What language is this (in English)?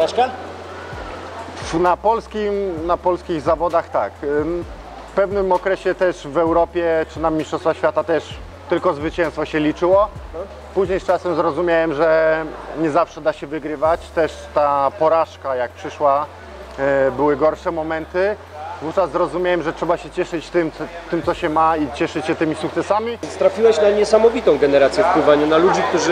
Polish